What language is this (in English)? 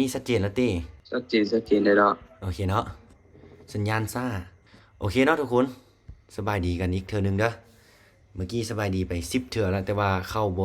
Lao